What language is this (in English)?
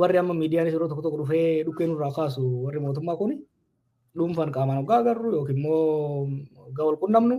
Oromo